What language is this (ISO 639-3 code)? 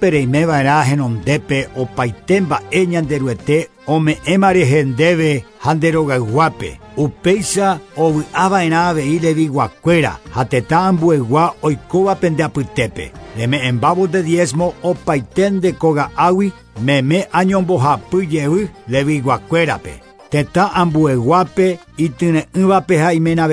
grn